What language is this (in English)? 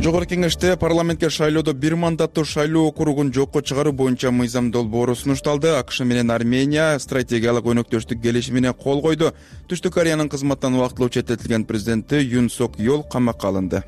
Kyrgyz